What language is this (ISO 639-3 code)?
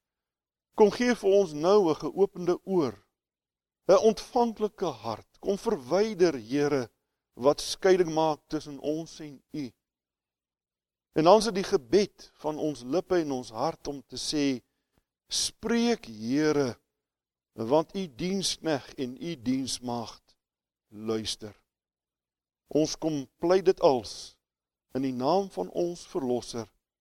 afr